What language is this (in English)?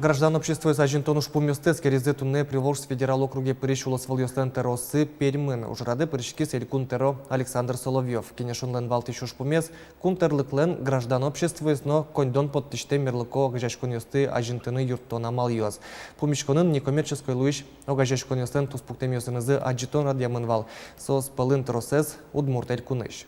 Udmurt